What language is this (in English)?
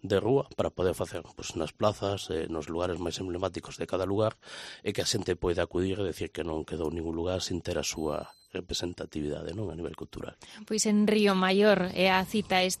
Galician